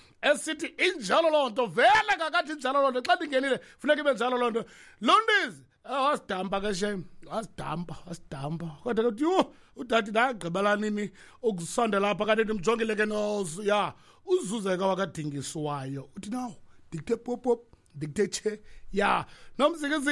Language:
Xhosa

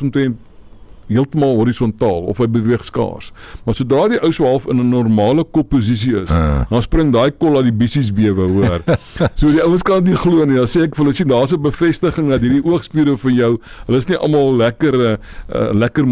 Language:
Afrikaans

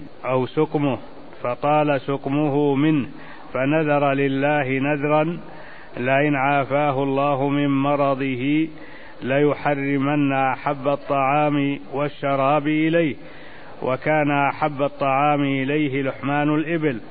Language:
Arabic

